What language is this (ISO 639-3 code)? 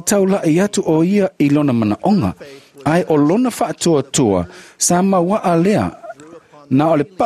smo